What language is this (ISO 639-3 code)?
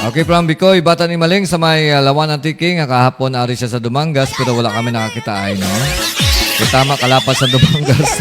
hil